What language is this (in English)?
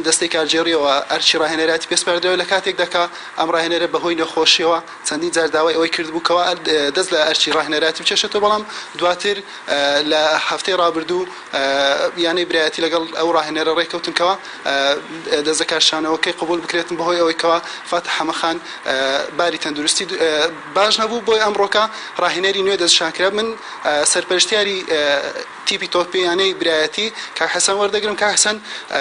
Central Kurdish